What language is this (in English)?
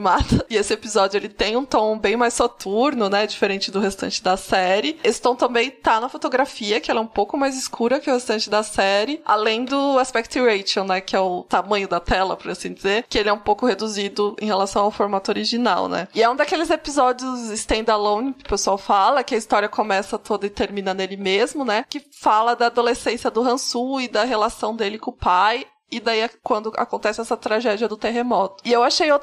Portuguese